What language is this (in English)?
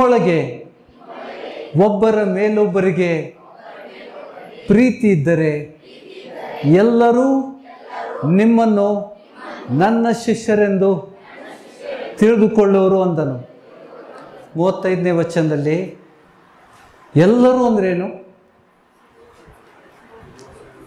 Kannada